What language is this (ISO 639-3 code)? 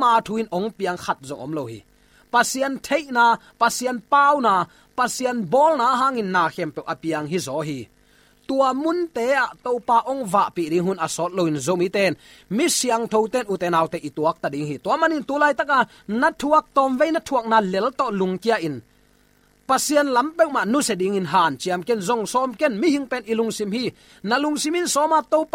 ctd